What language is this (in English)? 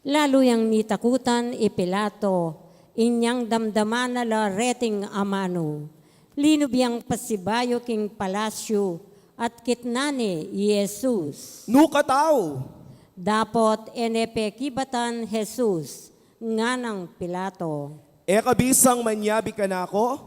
Pampanga